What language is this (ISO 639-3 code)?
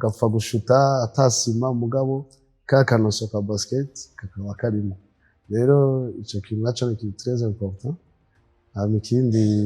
run